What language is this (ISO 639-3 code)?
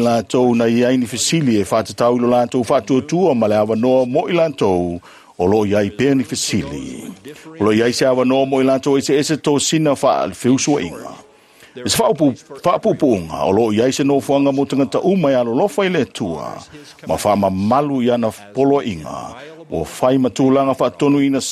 smo